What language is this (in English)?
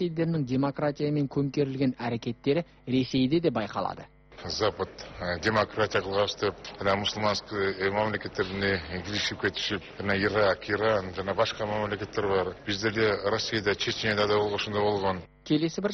Kazakh